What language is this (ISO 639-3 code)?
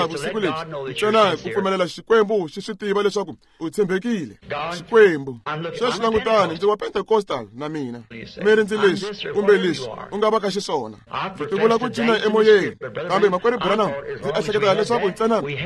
tso